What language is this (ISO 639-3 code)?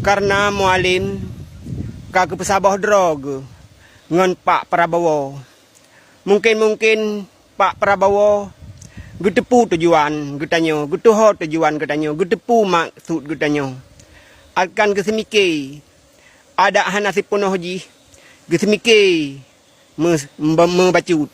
ace